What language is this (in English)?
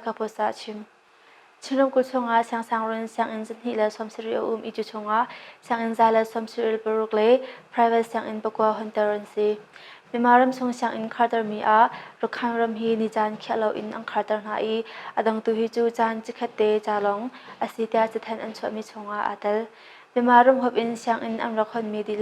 Hakha Chin